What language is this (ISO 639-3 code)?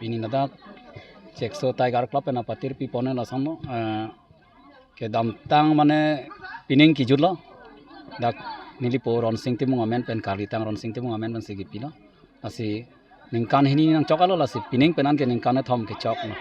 mjw